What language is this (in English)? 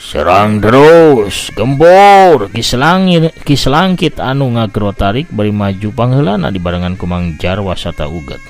Sundanese